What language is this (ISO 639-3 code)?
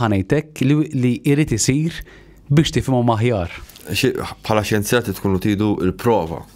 mlt